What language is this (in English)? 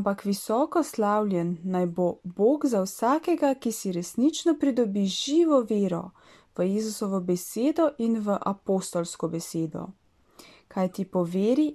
Slovenian